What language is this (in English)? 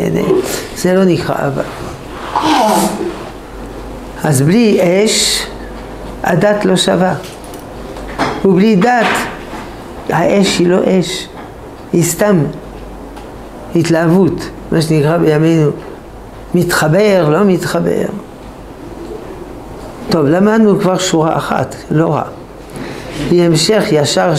Hebrew